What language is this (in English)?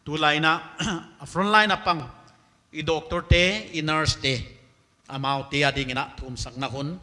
Paite Chin